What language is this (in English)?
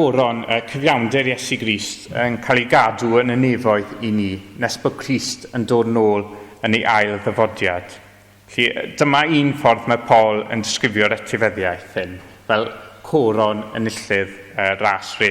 Welsh